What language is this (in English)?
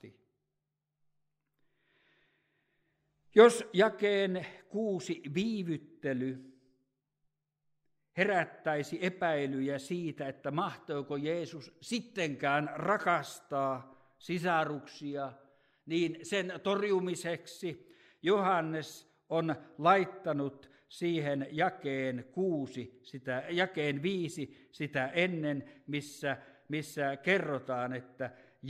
Finnish